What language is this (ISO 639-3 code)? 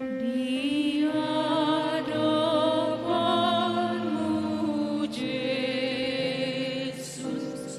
bbc